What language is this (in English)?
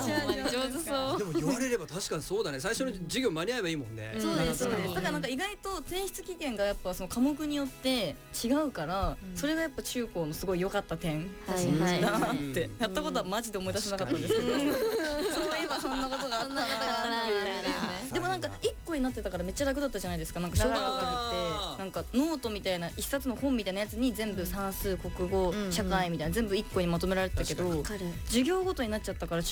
Japanese